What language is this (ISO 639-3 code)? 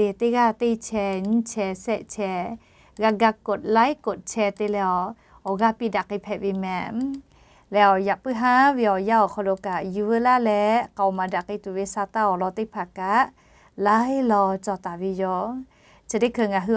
lhu